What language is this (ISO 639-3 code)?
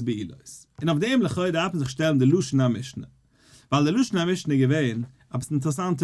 yid